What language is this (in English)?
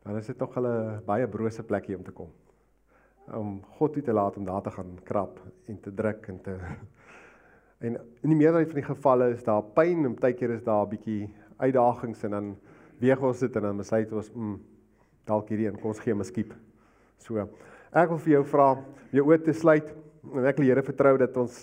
Afrikaans